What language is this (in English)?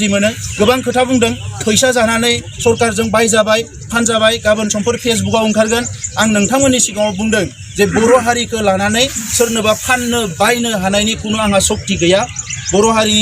Bodo